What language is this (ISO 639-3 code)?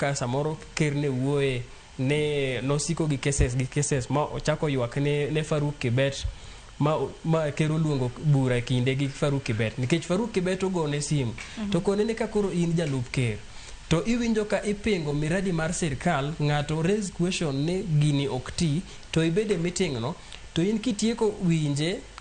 luo